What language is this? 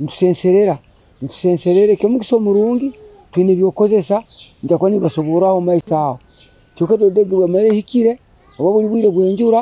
Nyoro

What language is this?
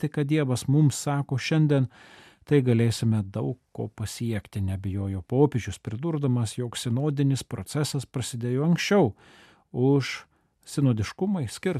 Lithuanian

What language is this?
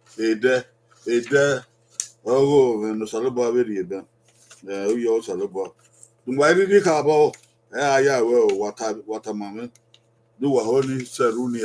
Bini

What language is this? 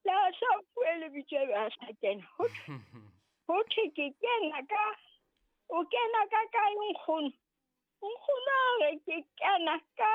Southern Sotho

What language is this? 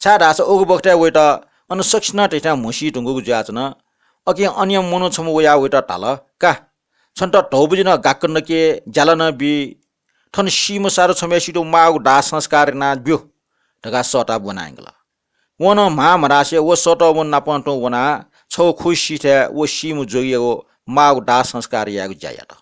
Newari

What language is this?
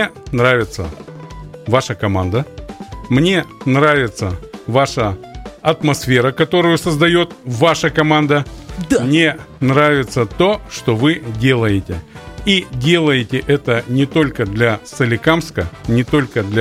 Russian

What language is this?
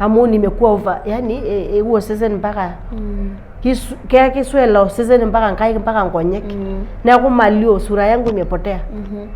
Masai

